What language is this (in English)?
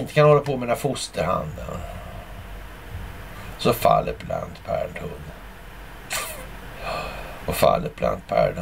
Swedish